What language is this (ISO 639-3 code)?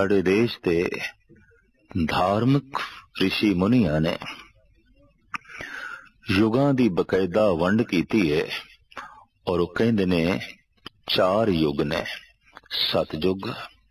pan